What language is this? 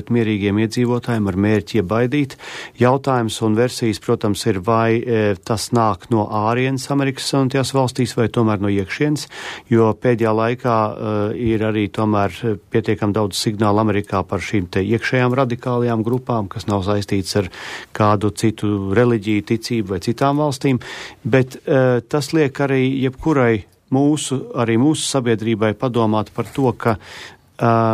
Latvian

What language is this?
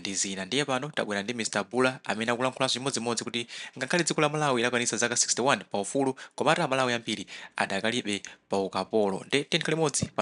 Nyanja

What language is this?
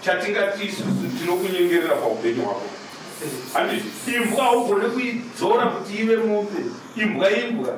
Shona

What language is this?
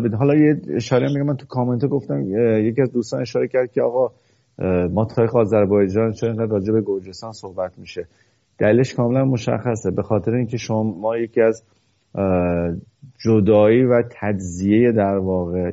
Persian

